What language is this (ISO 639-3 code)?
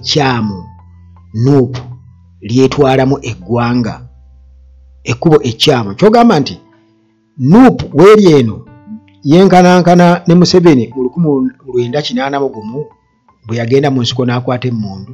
lug